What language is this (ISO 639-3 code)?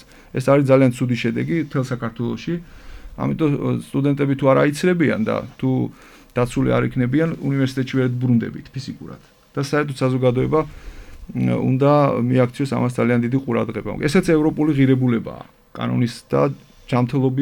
kat